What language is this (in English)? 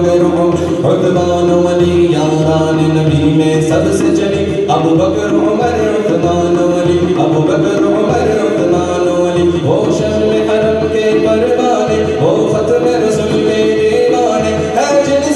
Urdu